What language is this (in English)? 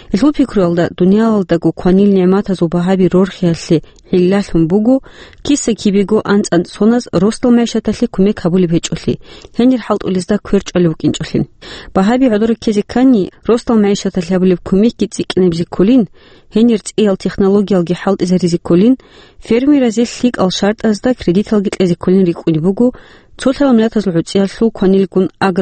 Avaric